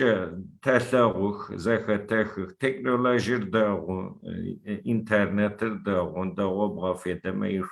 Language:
Adyghe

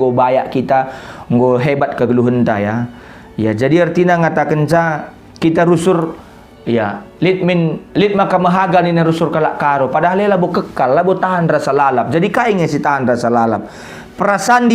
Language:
Batak Karo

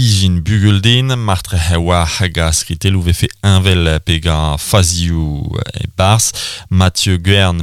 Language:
Breton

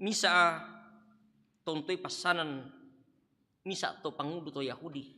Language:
Toraja-Sa'dan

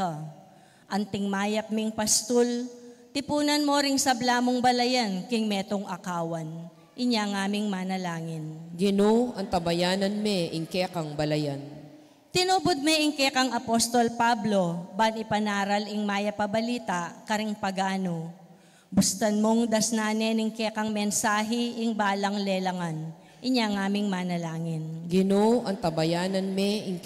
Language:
Pampanga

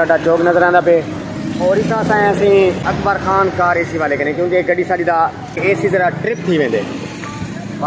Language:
Saraiki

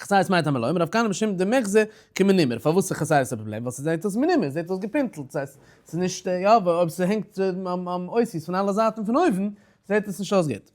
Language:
Yiddish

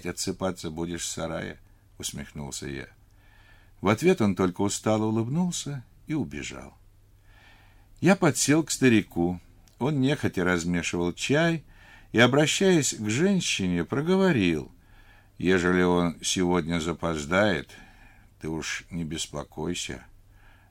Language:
Russian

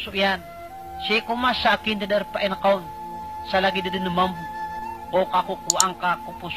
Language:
Maranao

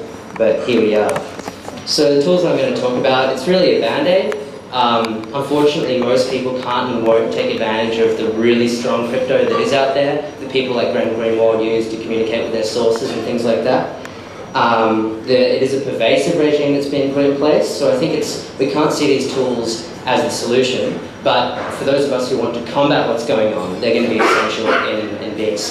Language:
English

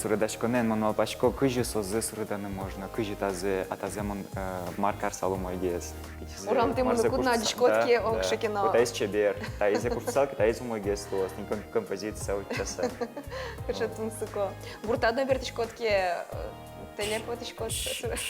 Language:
Udmurt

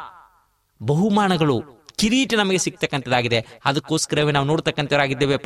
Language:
Kannada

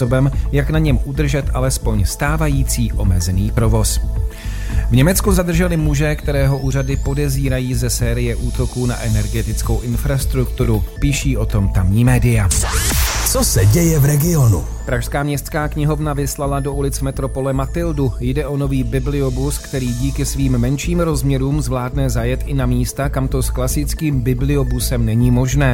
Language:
Czech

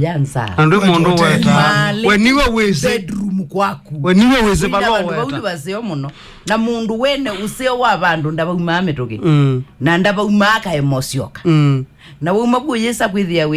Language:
Kamba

